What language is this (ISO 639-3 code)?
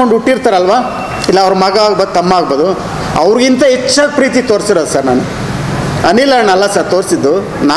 kan